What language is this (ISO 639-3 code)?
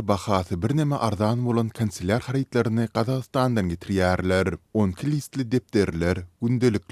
tuk